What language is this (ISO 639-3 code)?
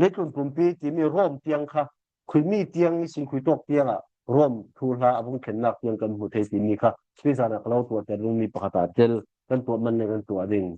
cfm